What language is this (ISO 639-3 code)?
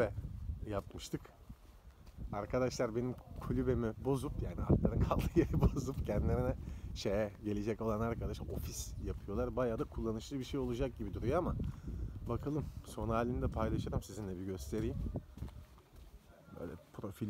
tur